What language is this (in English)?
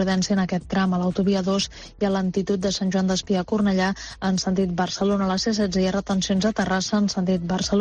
Catalan